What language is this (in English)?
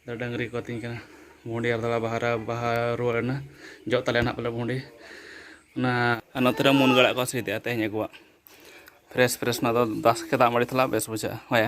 Santali